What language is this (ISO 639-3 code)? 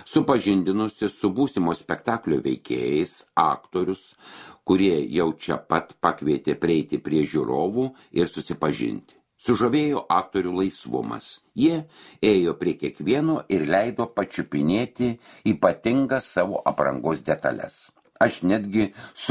lit